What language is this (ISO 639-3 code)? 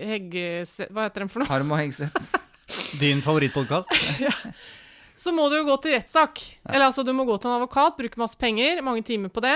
nor